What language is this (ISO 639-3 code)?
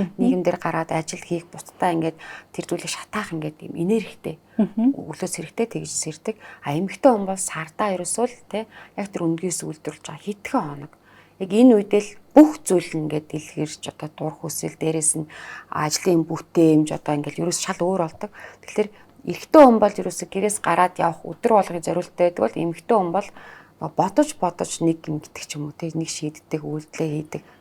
mon